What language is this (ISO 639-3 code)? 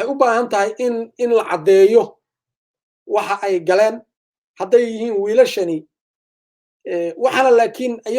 som